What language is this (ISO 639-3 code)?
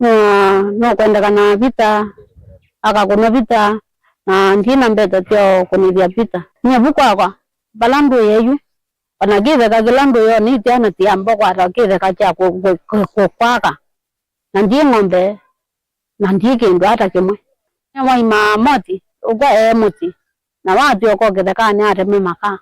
kam